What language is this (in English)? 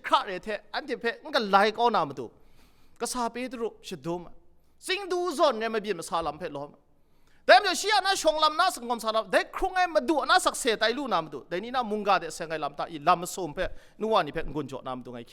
Kachin